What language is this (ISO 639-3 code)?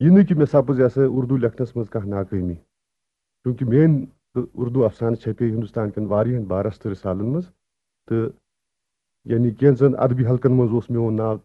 kas